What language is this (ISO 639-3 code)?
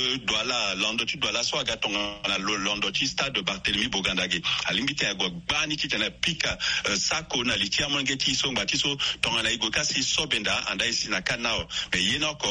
sag